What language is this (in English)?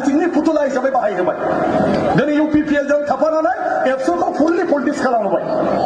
Bodo